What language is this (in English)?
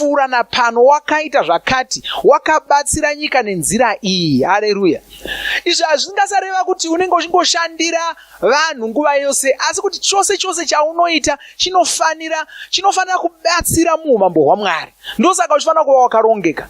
Shona